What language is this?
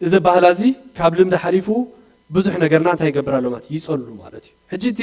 Tigrinya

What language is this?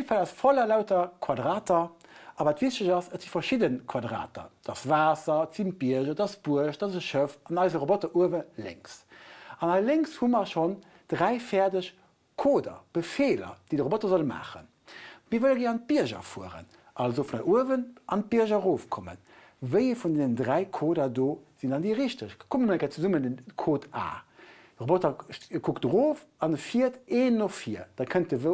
Luxembourgish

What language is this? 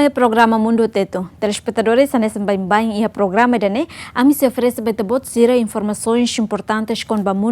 Tetum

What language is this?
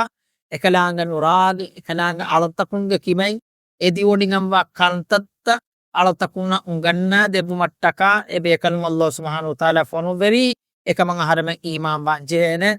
Divehi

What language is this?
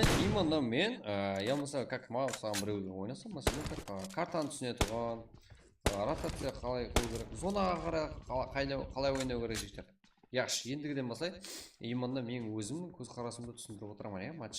Kara-Kalpak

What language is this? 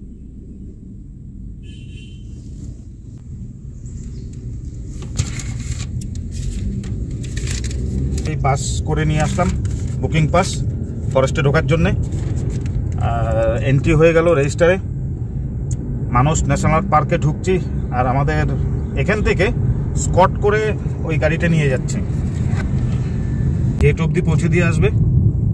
Bangla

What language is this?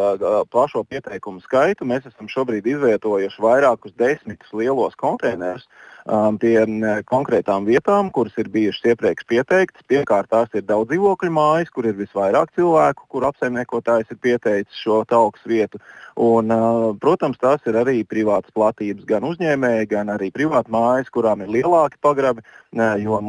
Latvian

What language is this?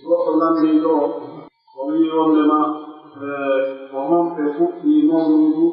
Pular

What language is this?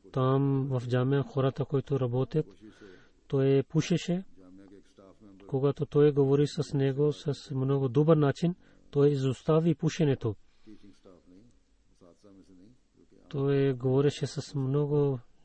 Bulgarian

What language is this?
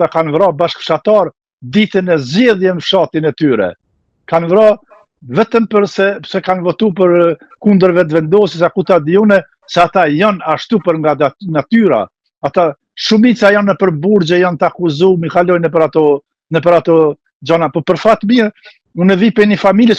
Albanian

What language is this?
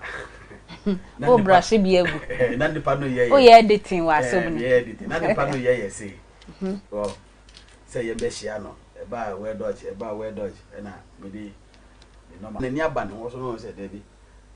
Akan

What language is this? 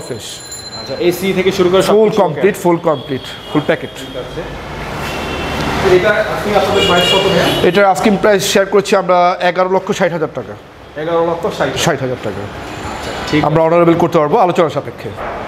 Bangla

